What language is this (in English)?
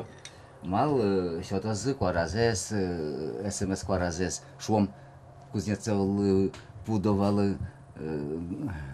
Udmurt